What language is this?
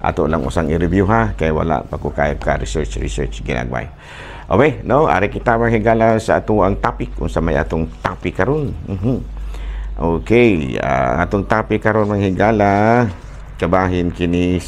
Cebuano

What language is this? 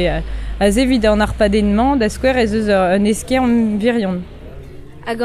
Breton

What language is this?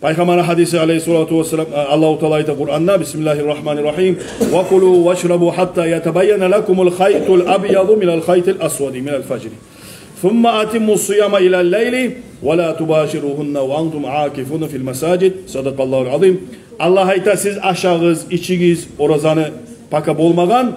Kumyk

